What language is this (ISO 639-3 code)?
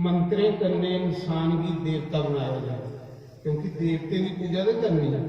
doi